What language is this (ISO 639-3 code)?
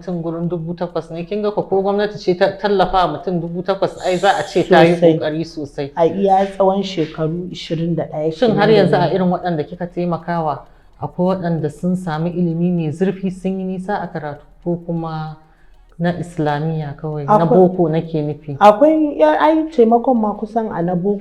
hau